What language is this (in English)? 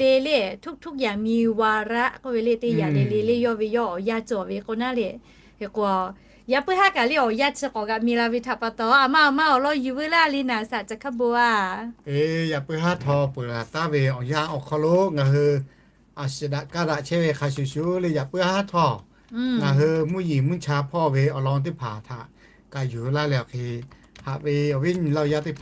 Lahu